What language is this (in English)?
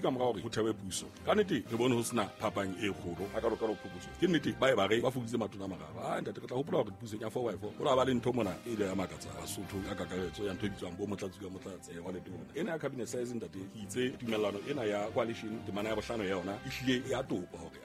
Southern Sotho